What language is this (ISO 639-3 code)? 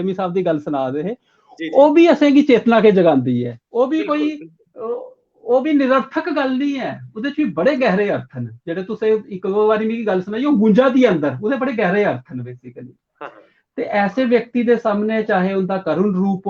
doi